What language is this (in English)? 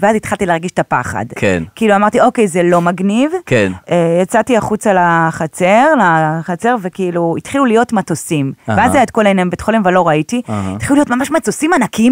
Hebrew